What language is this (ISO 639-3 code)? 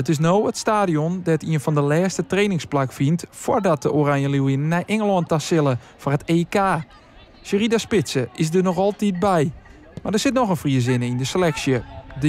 fry